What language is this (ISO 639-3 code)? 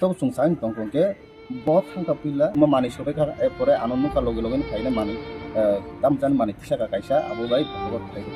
trp